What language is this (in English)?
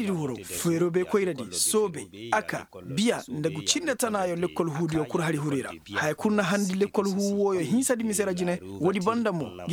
Koyraboro Senni